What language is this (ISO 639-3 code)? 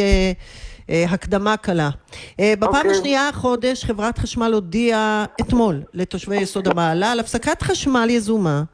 heb